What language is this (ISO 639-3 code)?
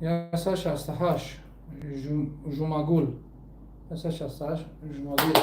tgk